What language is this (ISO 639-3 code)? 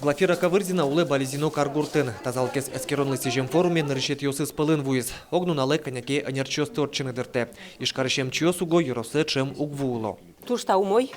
udm